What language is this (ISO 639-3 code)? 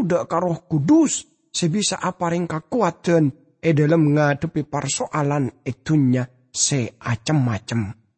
mad